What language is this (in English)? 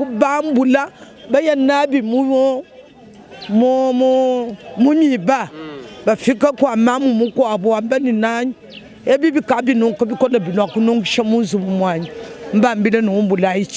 Luba-Lulua